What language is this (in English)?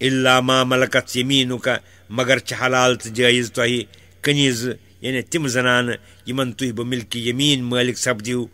Kashmiri